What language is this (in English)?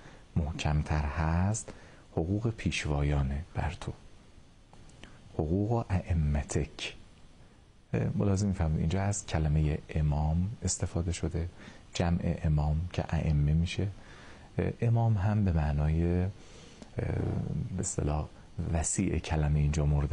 Persian